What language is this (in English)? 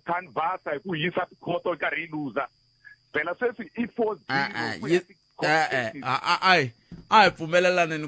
Tsonga